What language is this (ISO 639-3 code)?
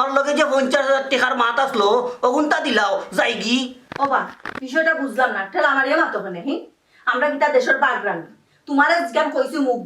syl